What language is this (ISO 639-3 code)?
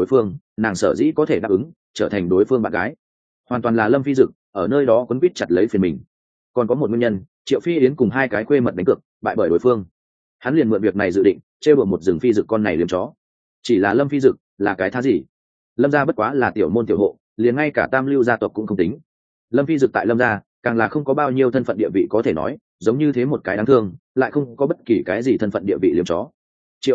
vie